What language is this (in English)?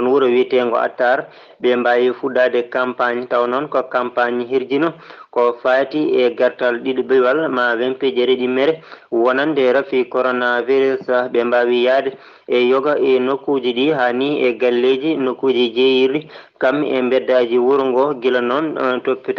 Fula